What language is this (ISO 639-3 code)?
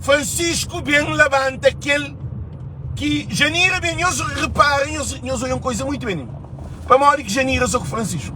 kea